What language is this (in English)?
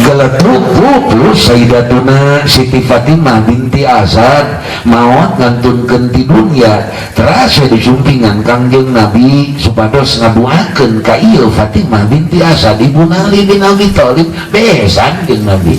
Sundanese